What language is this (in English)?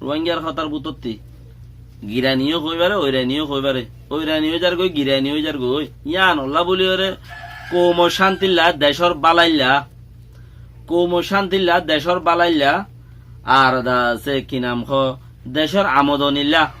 Rohingya